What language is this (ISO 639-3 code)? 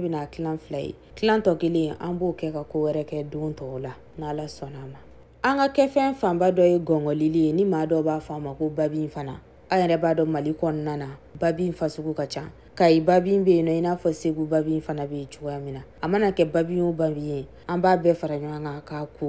bam